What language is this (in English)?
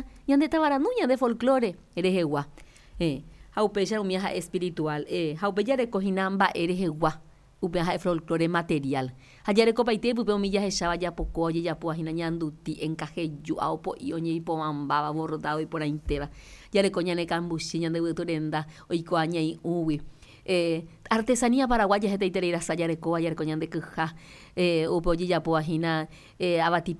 Guarani